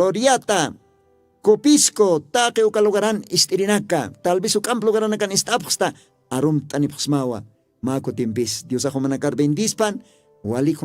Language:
Aymara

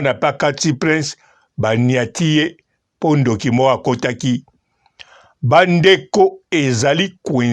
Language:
Lingala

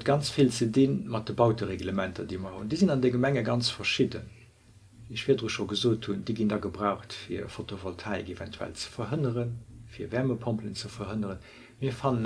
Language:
Luxembourgish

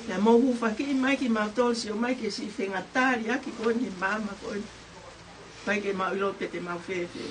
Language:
Tongan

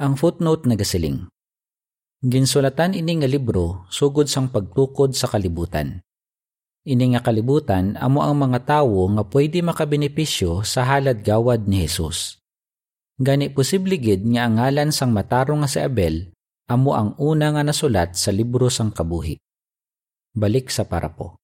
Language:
Hiligaynon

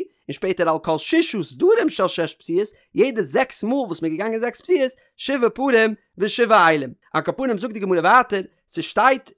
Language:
Yiddish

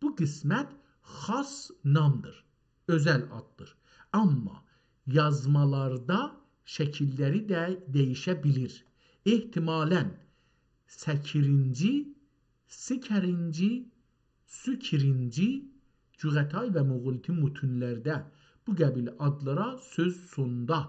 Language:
South Azerbaijani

